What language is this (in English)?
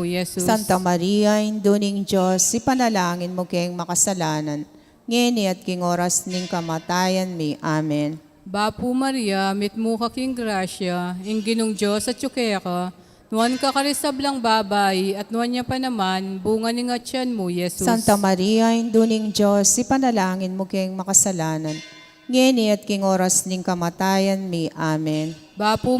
Pampanga